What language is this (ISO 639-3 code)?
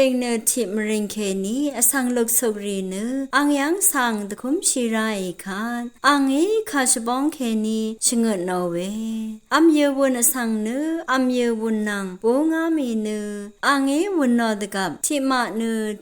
raw